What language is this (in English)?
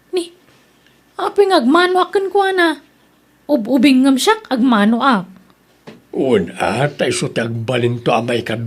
Iloko